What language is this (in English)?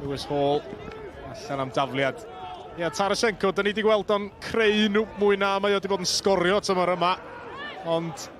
Welsh